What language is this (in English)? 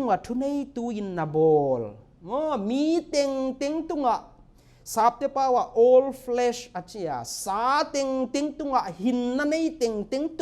Paite Chin